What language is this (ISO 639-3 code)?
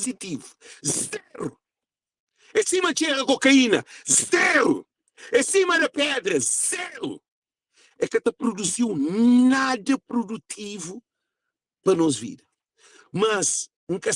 kea